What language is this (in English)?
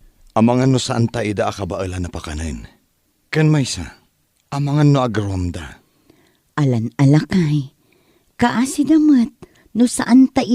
Iloko